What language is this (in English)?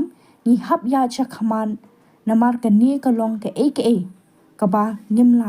Khasi